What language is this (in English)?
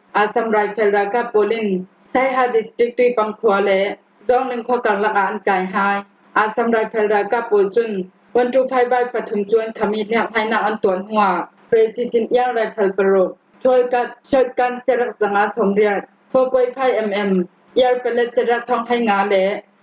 Falam Chin